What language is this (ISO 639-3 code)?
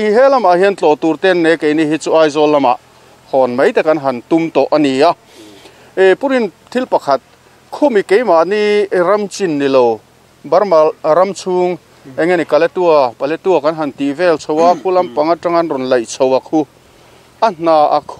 lus